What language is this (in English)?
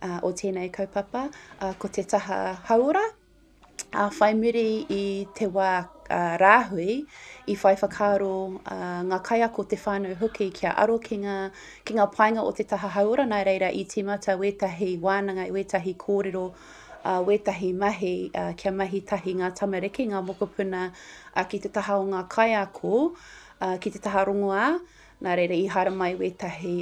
Māori